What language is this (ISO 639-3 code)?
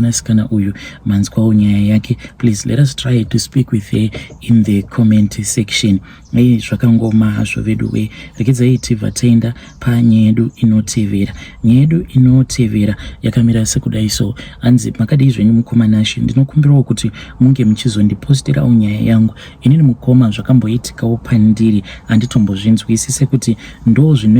sna